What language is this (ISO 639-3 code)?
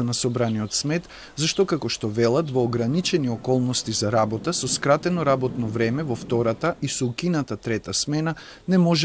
mkd